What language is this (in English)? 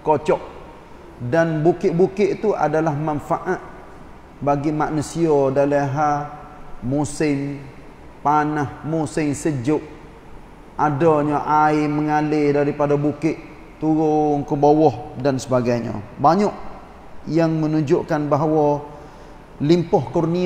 Malay